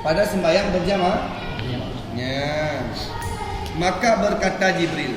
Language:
Achinese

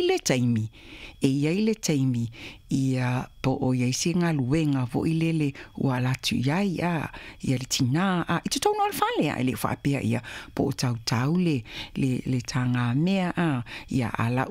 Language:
Samoan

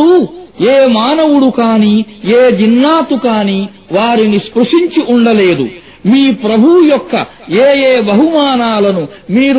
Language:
Telugu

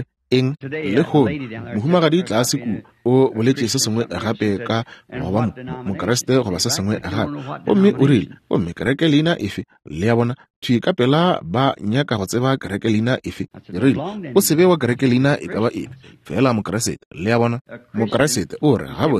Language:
Northern Sotho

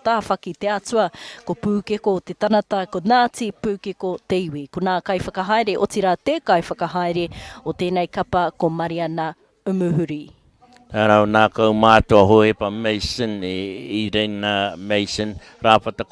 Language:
Māori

